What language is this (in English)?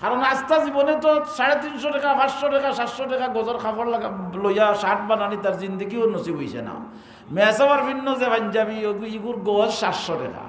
Sylheti